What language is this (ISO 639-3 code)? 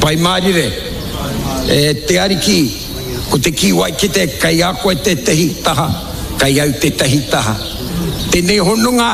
mri